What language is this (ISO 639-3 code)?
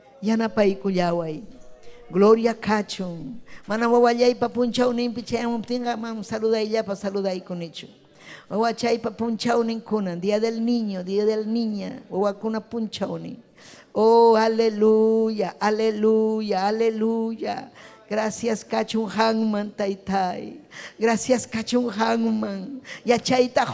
quy